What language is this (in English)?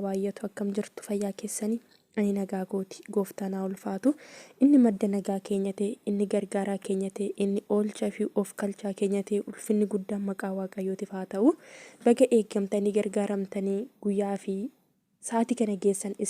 Oromo